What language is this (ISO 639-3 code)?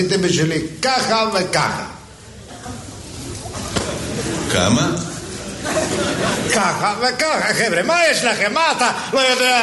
heb